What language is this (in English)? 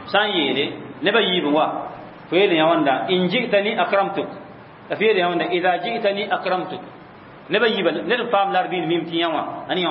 Mossi